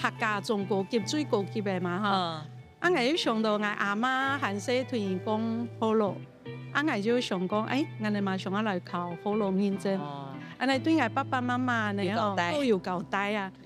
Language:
Hakka Chinese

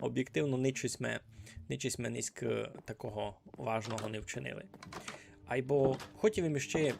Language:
Rusyn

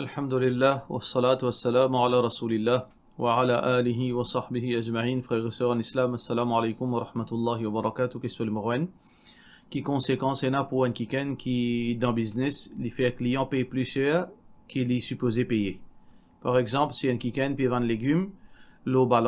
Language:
Morisyen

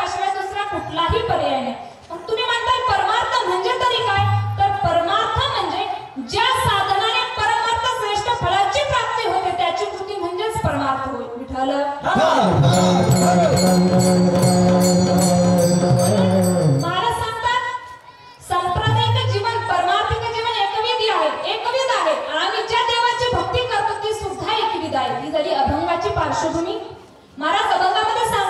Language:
Marathi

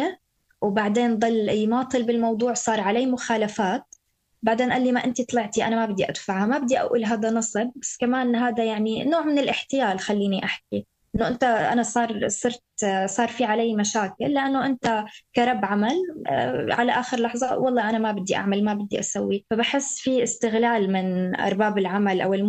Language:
North Levantine Arabic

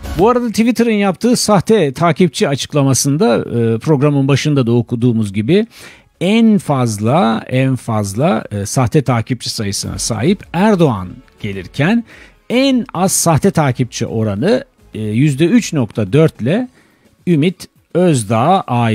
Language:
Turkish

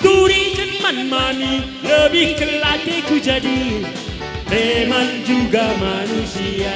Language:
Batak Karo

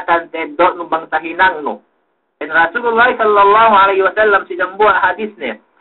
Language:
Yakan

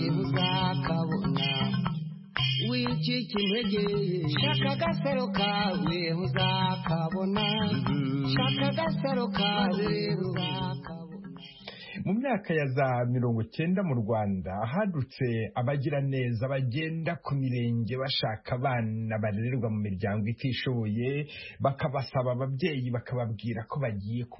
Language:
Kinyarwanda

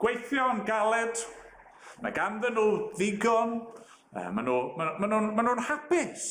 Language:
Welsh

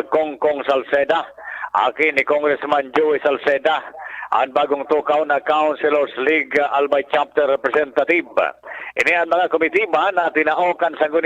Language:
Bikol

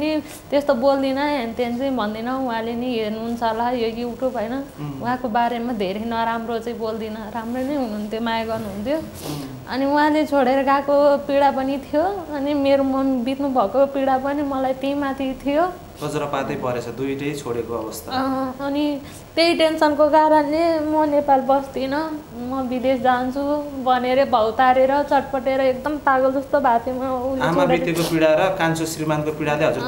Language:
Nepali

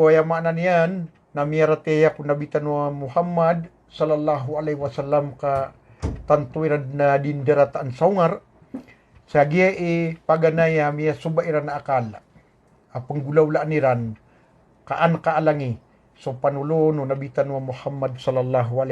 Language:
Maranao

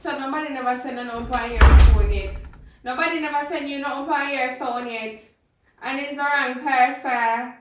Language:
Jamaican Creole English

